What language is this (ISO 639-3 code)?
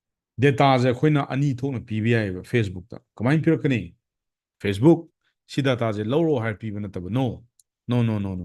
mni